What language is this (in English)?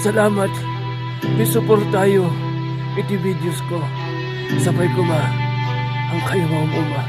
Iloko